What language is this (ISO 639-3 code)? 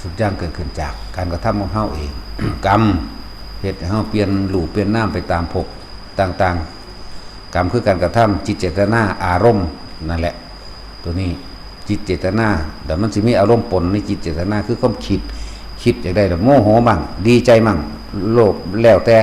lao